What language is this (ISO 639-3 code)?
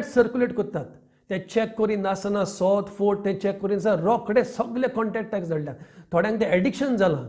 kok